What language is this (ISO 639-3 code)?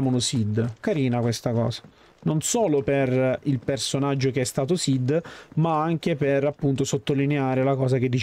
ita